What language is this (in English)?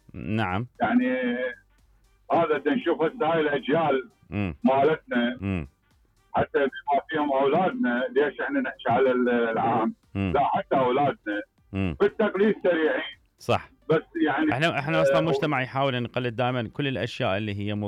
Mesopotamian Arabic